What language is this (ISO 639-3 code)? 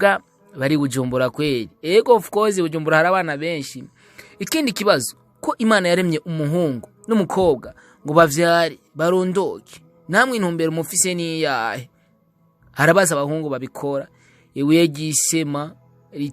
run